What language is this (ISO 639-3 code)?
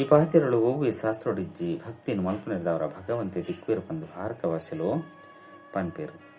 tcy